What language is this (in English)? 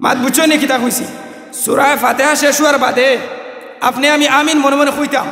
Sylheti